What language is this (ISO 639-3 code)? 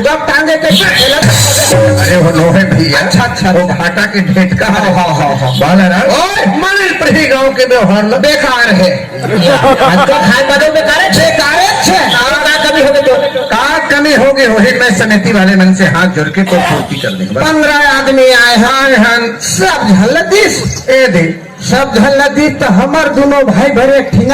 hne